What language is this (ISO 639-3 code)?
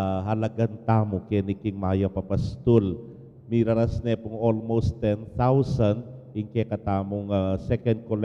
pam